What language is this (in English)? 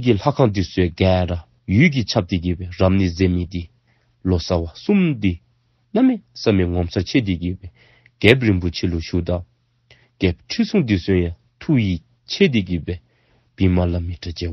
Dzongkha